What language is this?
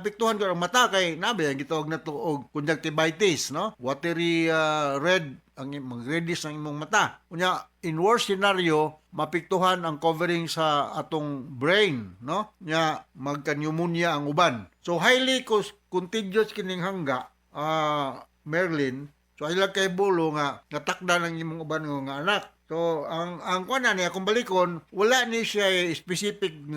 Cebuano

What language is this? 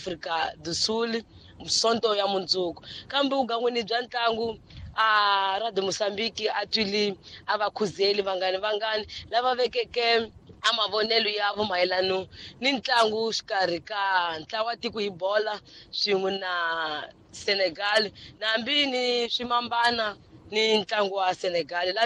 Tsonga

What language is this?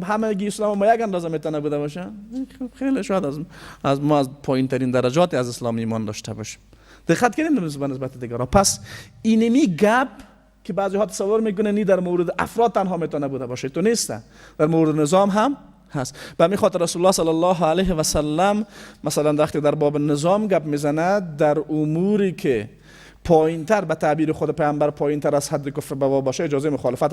Persian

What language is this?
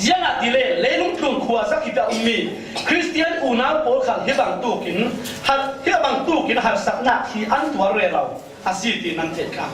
Falam Chin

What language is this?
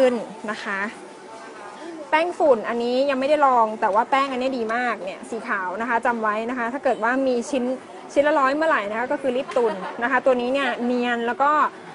Thai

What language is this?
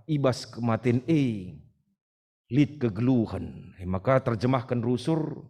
Batak Karo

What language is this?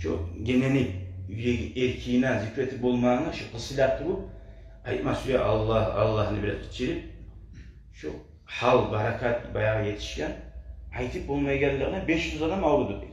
Kumyk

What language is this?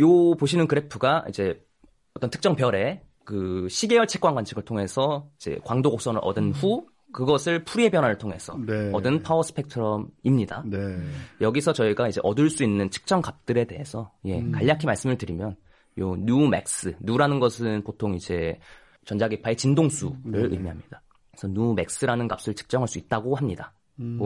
Korean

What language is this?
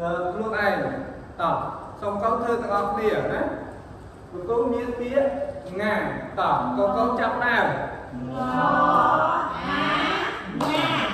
Khmer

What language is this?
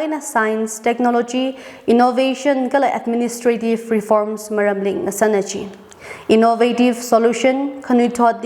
Tangkhul Naga (India)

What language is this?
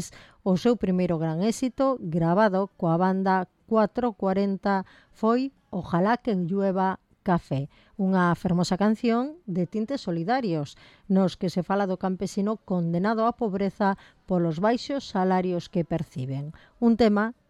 Galician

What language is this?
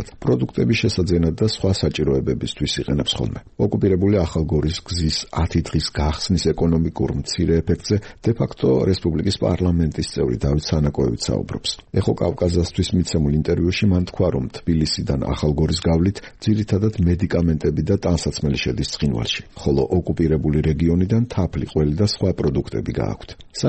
Georgian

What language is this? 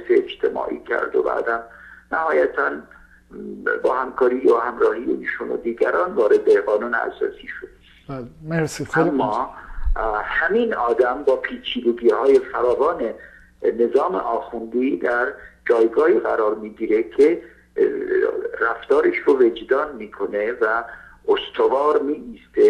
Persian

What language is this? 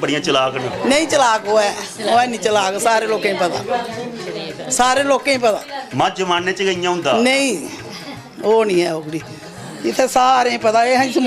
Dogri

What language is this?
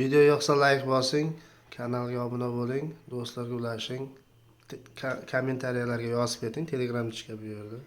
Uzbek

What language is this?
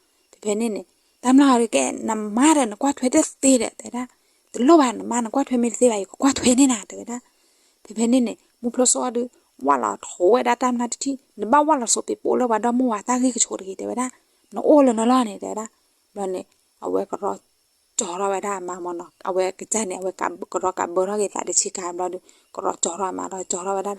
S'gaw Karen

